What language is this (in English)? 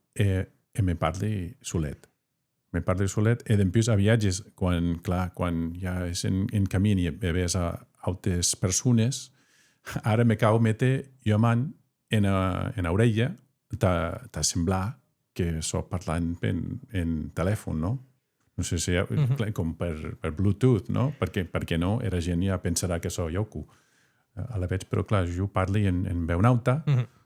Occitan